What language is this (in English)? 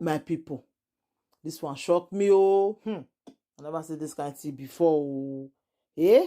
Nigerian Pidgin